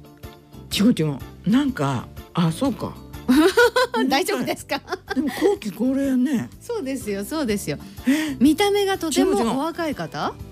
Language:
Japanese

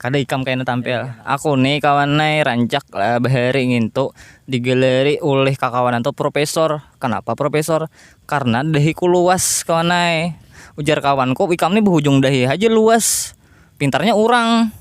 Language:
Banjar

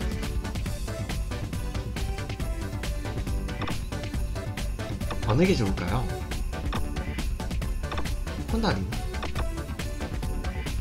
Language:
Korean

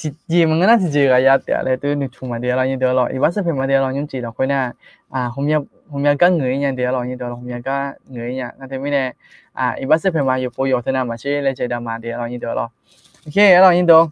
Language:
Akha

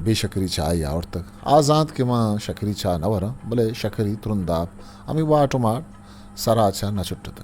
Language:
Eastern Balochi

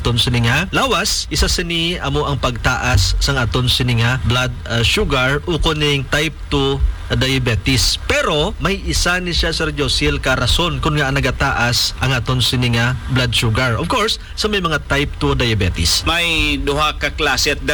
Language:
Hiligaynon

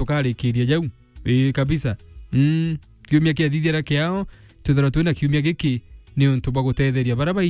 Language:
Meru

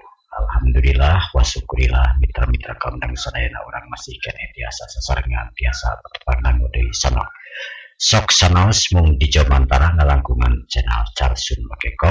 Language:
Sundanese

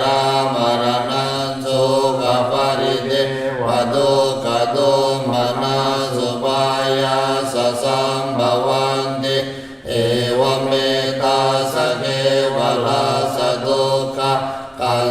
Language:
Pali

